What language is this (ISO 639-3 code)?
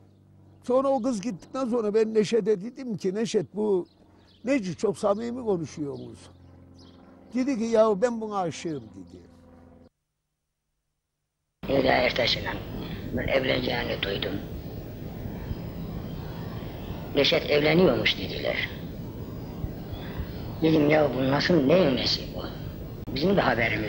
tur